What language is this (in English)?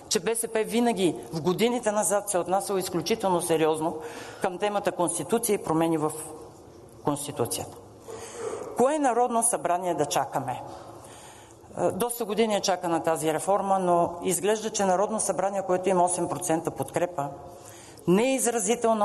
Bulgarian